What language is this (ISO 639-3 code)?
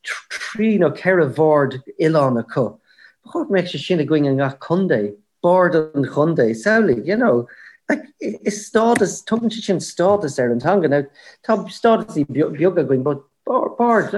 gle